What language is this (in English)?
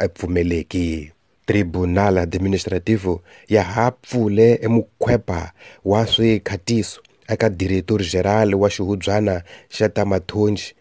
Tsonga